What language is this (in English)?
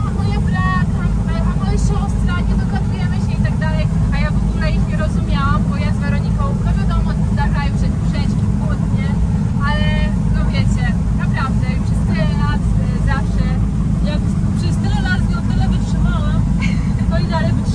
Polish